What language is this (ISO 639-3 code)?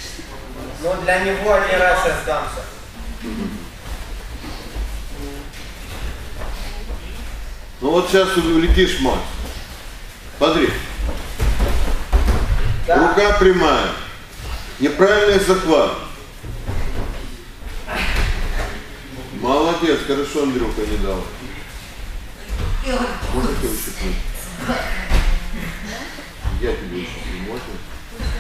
rus